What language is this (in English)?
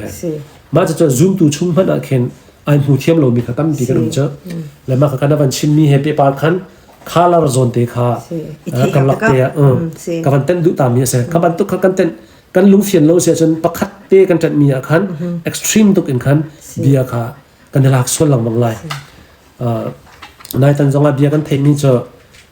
Hakha Chin